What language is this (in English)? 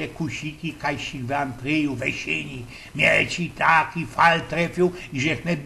Silesian